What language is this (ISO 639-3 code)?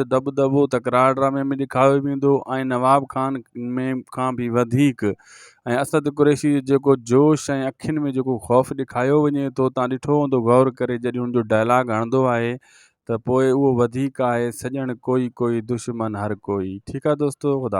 snd